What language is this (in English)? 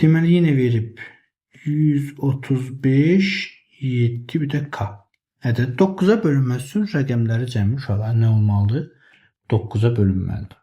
Azerbaijani